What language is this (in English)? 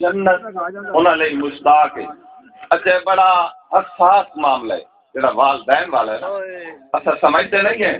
Saraiki